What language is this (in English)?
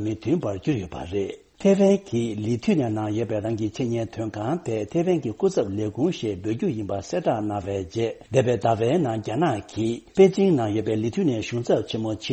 Tibetan